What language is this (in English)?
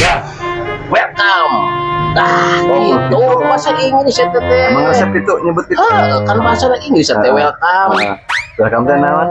Sundanese